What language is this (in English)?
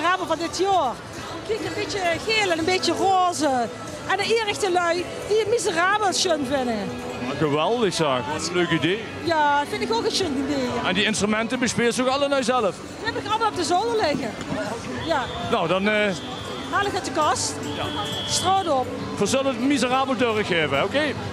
Limburgish